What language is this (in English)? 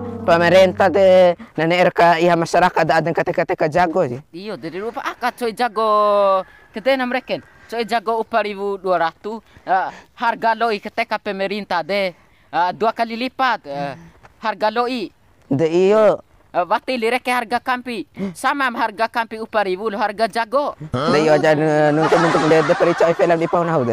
Bima